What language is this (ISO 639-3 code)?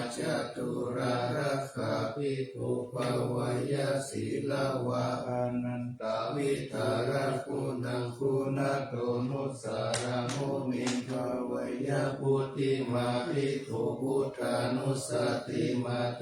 pli